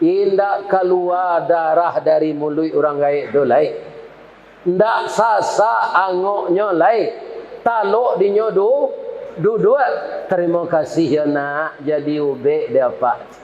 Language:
Minangkabau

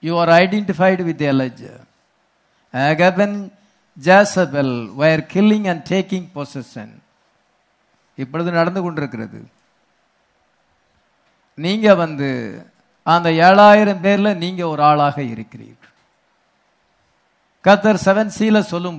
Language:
Tamil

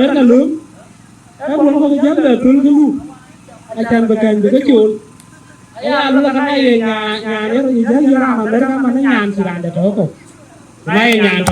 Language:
Dinka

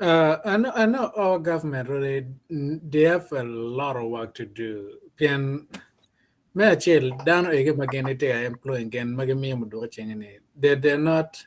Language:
Acoli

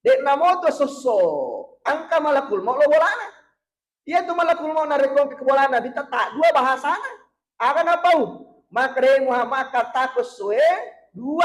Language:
Buginese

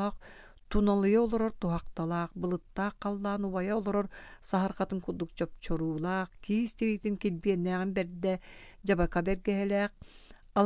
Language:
Yakut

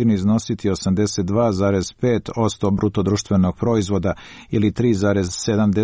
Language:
Croatian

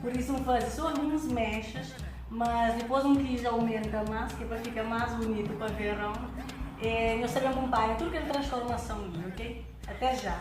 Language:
Kabuverdianu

